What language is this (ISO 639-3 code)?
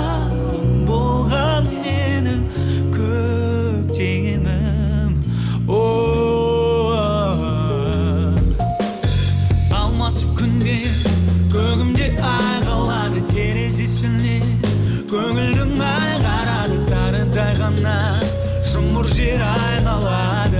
kaz